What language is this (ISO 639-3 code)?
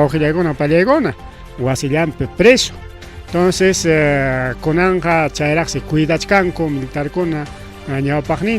quy